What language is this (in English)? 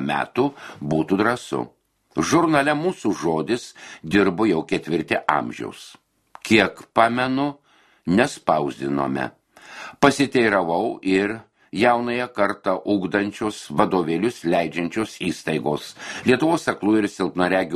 Lithuanian